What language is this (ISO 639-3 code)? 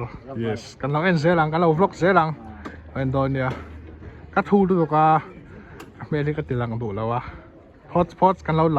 lus